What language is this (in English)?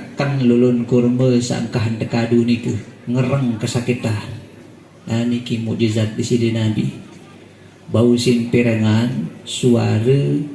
Sasak